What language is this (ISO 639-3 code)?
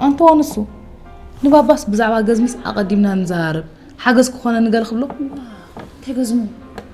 tir